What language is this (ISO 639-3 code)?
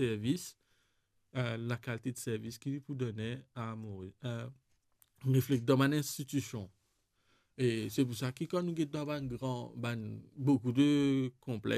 mfe